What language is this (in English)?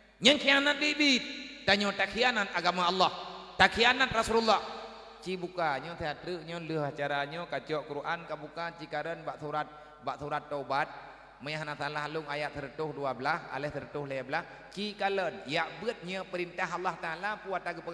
Achinese